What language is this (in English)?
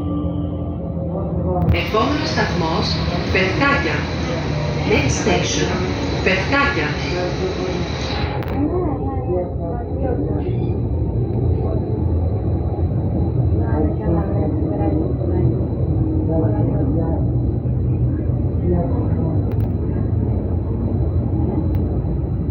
Greek